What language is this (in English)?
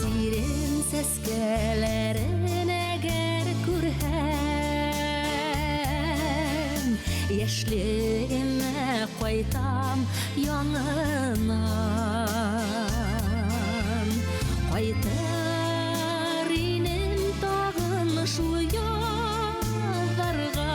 Bashkir